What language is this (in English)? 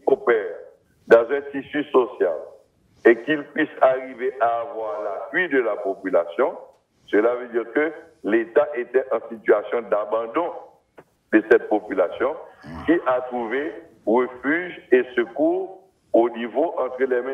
French